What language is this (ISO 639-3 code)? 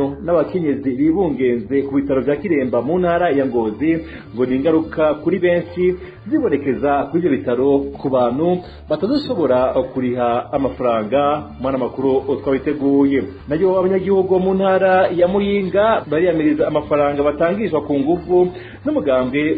run